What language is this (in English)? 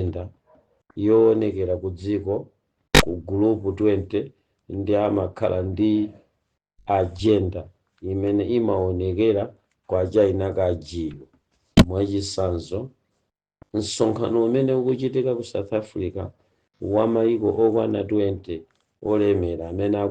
Nyanja